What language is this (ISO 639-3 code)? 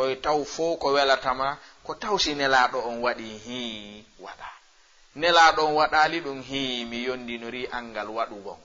ful